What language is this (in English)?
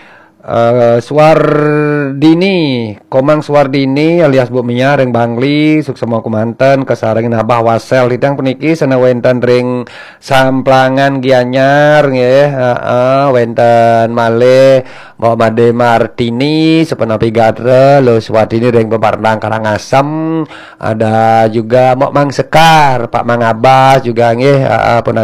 Balinese